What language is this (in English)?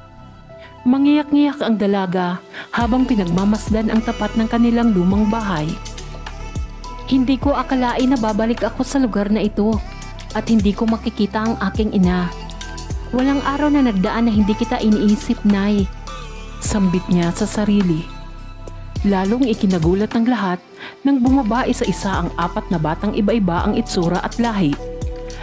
Filipino